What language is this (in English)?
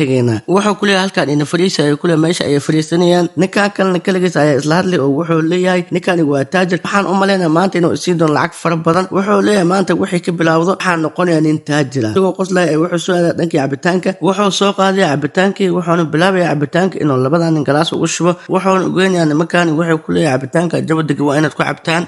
Somali